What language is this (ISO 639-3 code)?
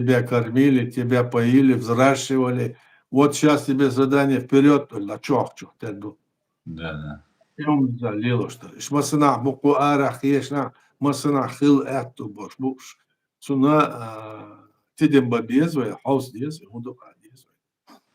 che